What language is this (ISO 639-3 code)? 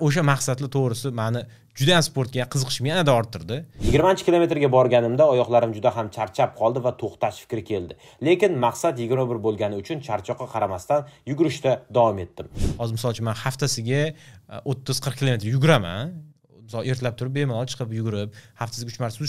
uzb